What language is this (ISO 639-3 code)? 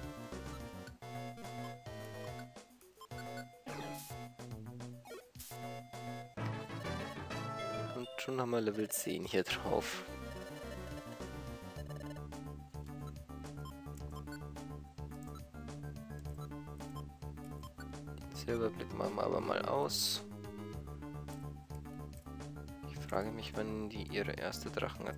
deu